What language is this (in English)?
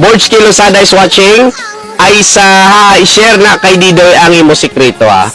Hiligaynon